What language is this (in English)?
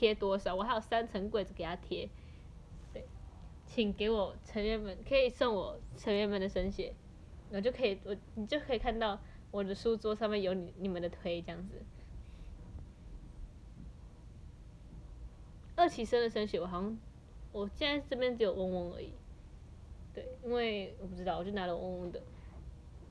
Chinese